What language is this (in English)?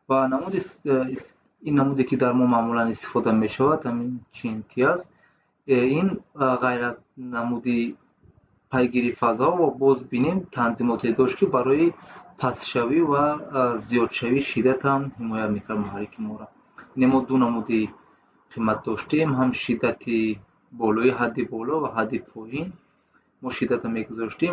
Tajik